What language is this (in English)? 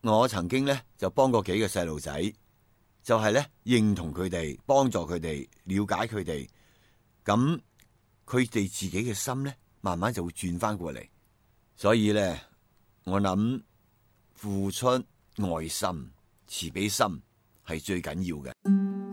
Cantonese